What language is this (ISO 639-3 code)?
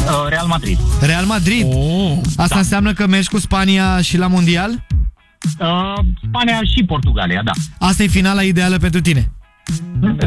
ron